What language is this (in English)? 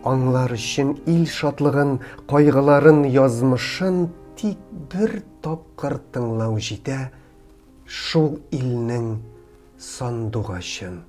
Tatar